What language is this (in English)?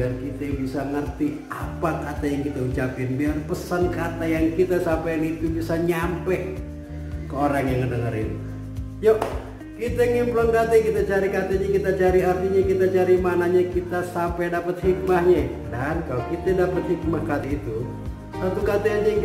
Betawi